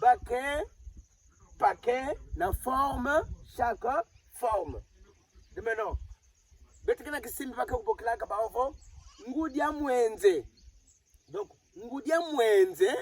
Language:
Kituba (Democratic Republic of Congo)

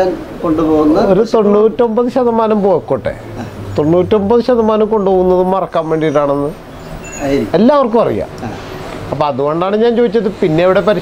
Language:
Malayalam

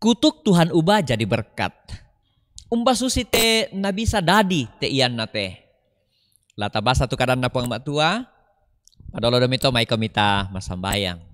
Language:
Toraja-Sa'dan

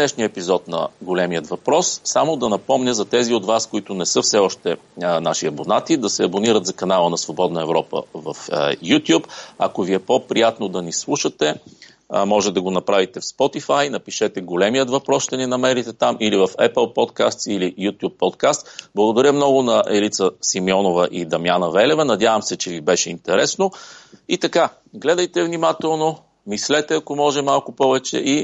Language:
Bulgarian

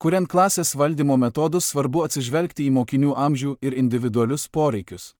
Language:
Lithuanian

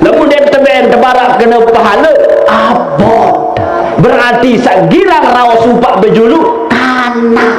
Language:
Sasak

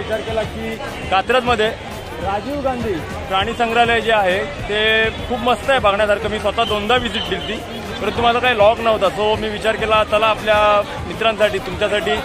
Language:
Marathi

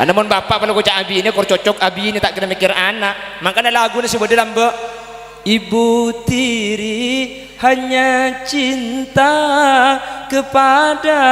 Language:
Madurese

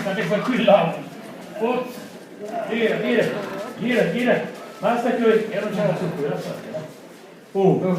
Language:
Sicilian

